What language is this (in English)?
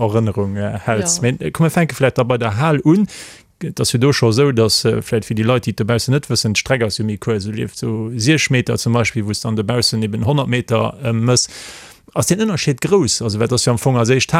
Luxembourgish